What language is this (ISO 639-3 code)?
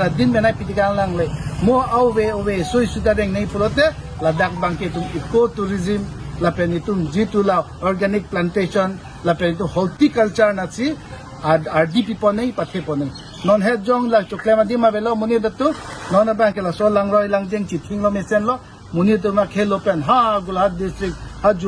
mjw